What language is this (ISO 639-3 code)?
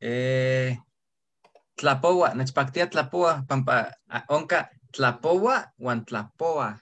nhe